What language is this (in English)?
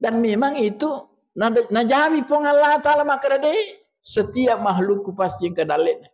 Buginese